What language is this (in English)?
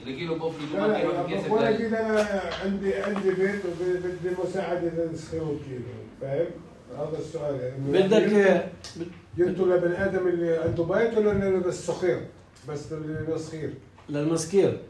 North Levantine Arabic